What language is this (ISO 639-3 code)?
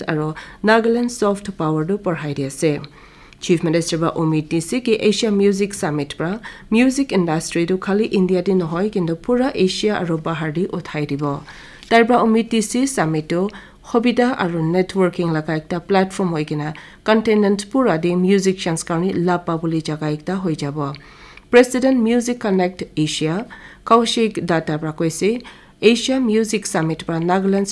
nag